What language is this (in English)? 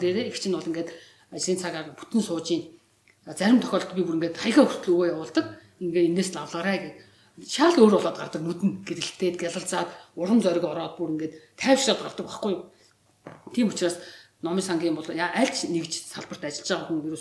Mongolian